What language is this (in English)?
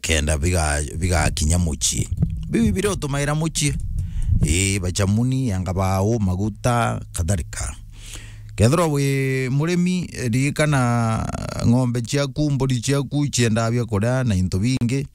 Meru